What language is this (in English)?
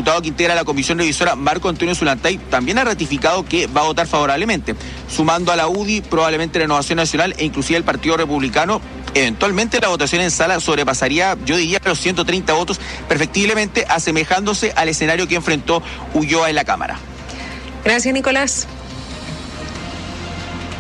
Spanish